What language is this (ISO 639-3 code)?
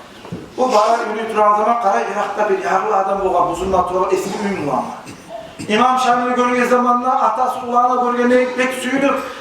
kum